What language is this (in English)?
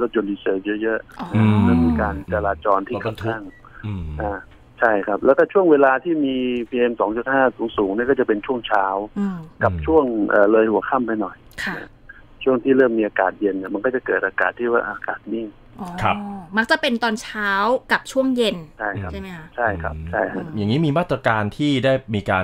Thai